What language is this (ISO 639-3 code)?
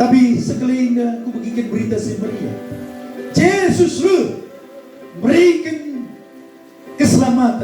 btx